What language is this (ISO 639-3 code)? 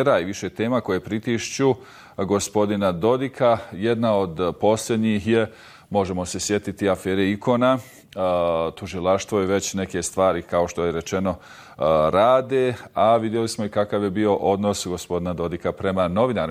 bos